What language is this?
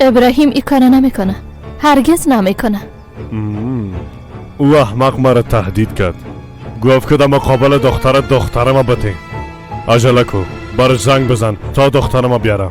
Persian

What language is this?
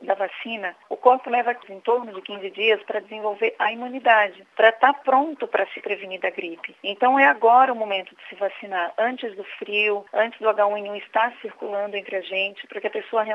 Portuguese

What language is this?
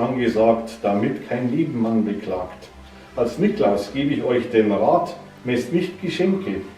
Bavarian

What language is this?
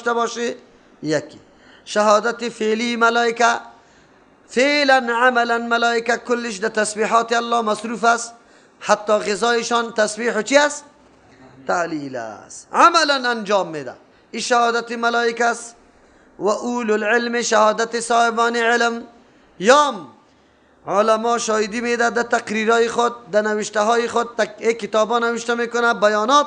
Persian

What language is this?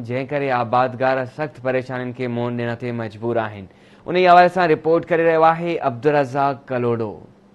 Sindhi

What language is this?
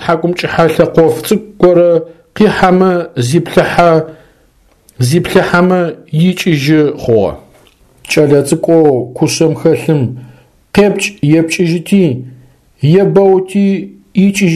Adyghe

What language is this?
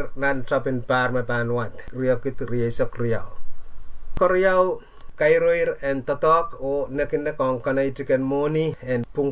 Pohnpeian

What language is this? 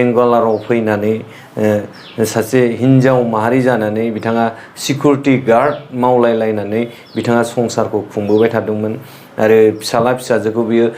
Bodo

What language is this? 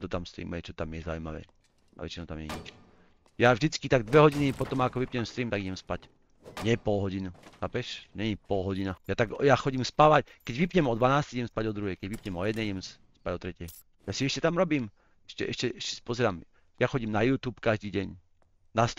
Slovak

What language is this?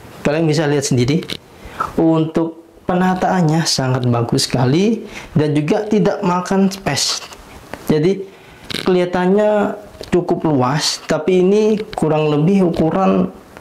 Indonesian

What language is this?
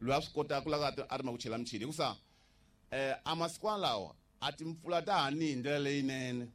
Tsonga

